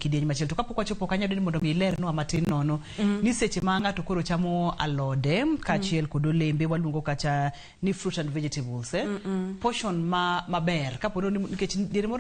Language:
Luo (Kenya and Tanzania)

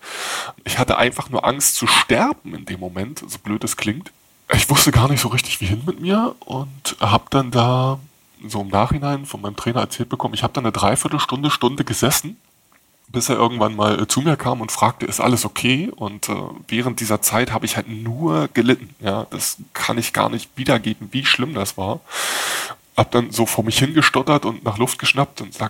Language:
German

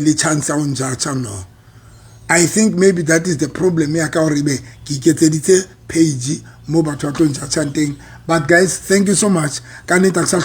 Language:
Southern Sotho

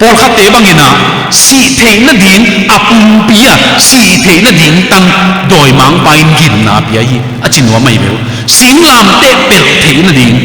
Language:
Tedim Chin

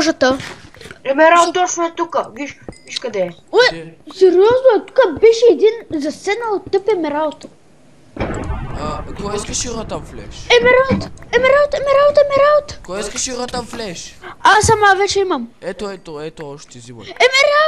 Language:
Bulgarian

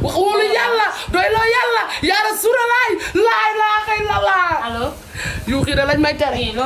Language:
Wolof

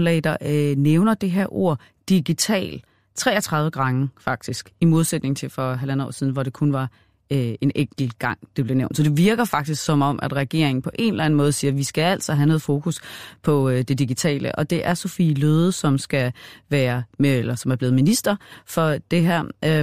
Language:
Danish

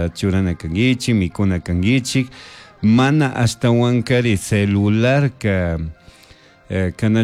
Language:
Chimborazo Highland Quichua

